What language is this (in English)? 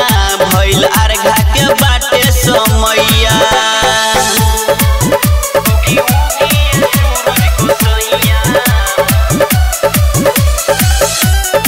Bhojpuri